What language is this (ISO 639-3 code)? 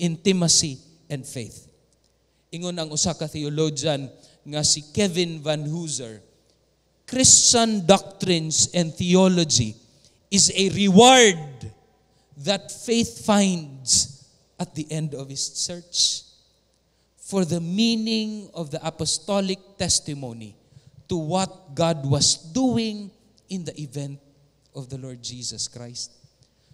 ceb